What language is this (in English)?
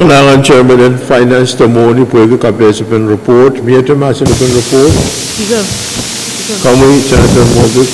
Pohnpeian